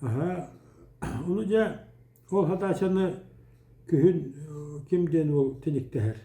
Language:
Yakut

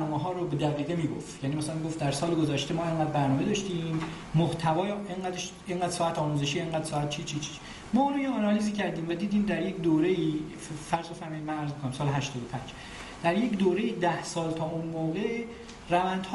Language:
Persian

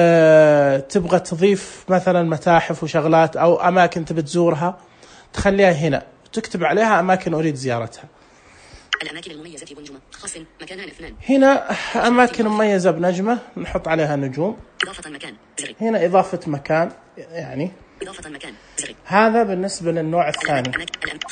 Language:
Najdi Arabic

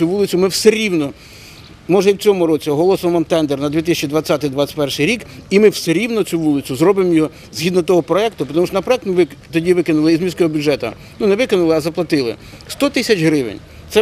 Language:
Ukrainian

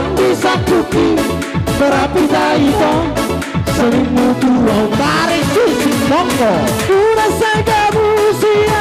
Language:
Batak Karo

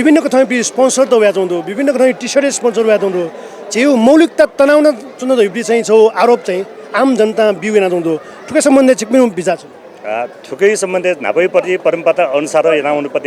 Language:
Newari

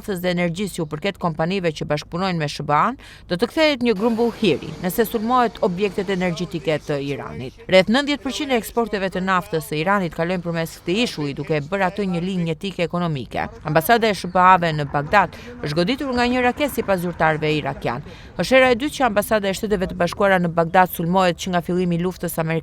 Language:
Albanian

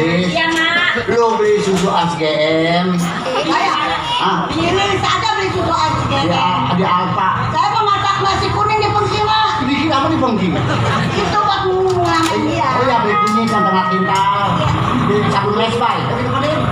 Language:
Betawi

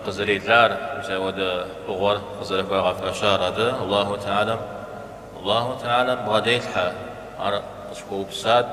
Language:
Kabardian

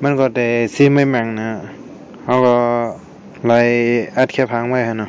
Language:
Shan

